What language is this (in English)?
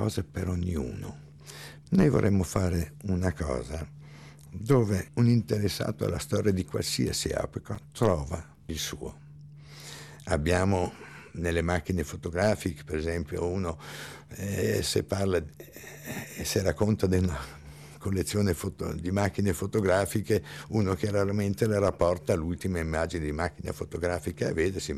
Italian